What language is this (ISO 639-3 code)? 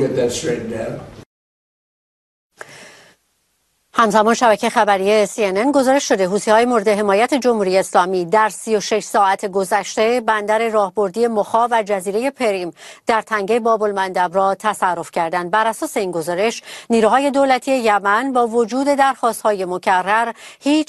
fas